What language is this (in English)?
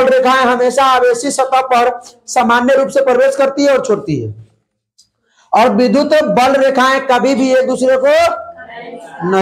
Hindi